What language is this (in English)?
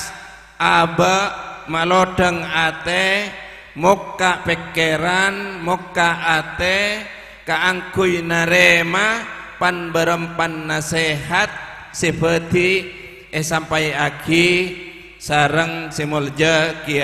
Madurese